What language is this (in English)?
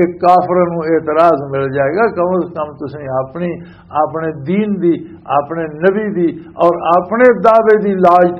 Western Panjabi